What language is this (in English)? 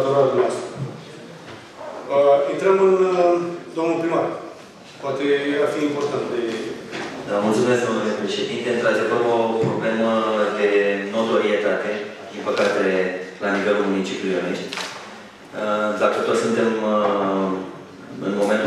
Romanian